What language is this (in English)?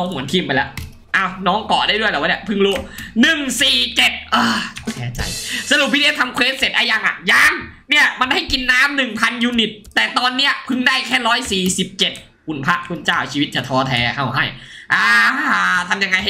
Thai